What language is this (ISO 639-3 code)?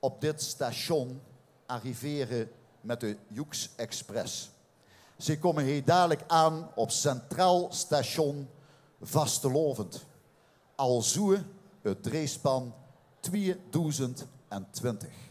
lim